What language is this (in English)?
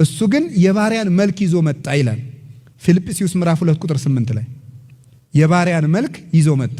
Amharic